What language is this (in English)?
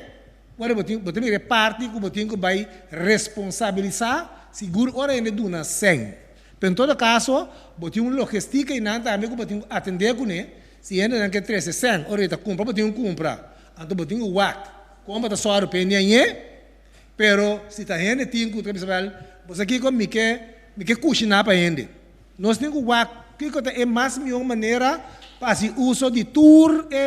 Papiamento